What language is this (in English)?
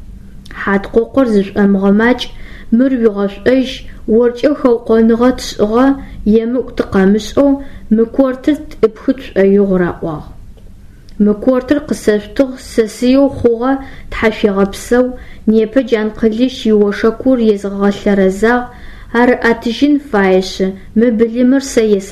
Adyghe